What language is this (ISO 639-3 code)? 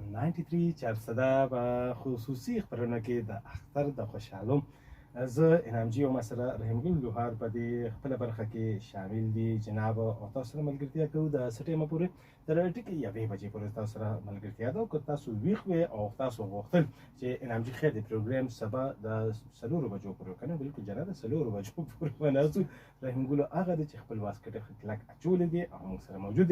pus